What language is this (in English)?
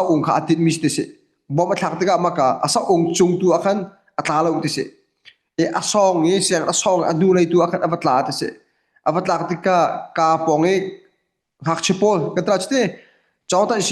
Hakha Chin